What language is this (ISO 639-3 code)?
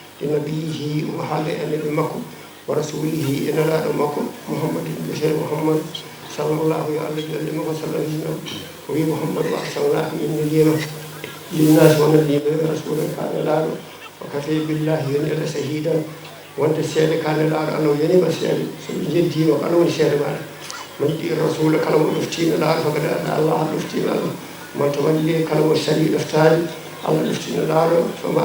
ful